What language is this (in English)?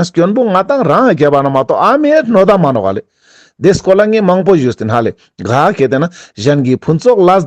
Ladakhi